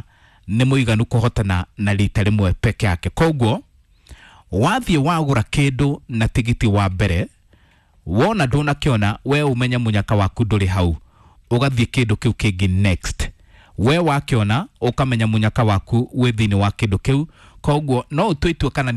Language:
Kikuyu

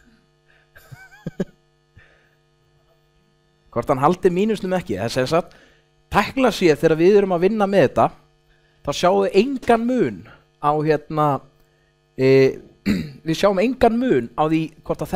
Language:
Icelandic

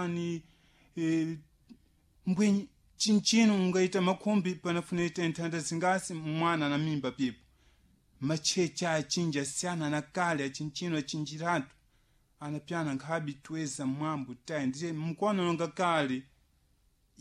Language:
Sena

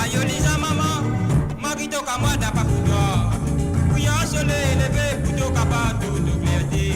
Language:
Morisyen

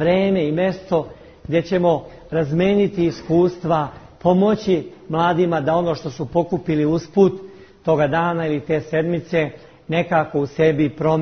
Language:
Serbian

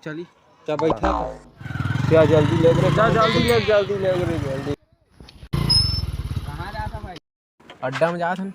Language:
Chhattisgarhi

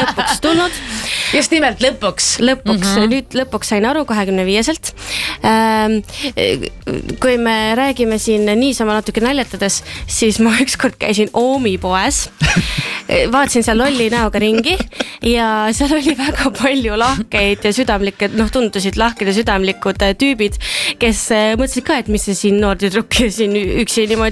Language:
Estonian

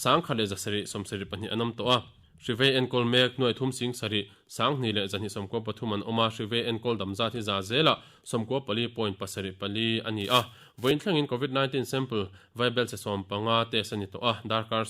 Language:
Mizo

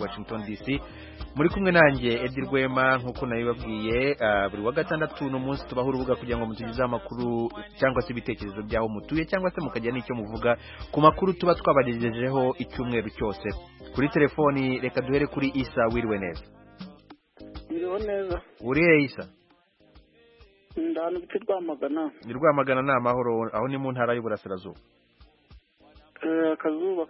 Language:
Kinyarwanda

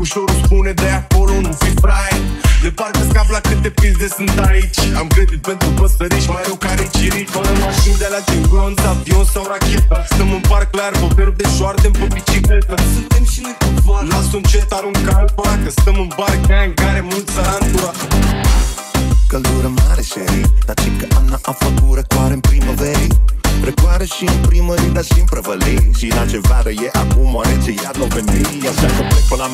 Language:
Romanian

